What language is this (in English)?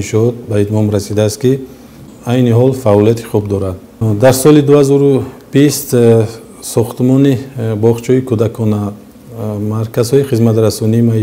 Tajik